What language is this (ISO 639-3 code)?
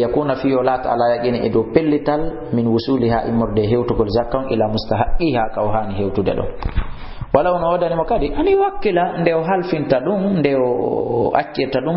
ful